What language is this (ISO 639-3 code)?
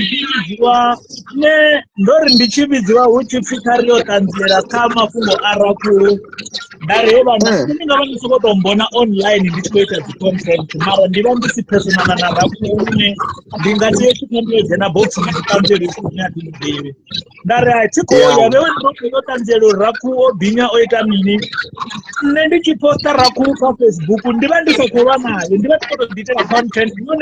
ven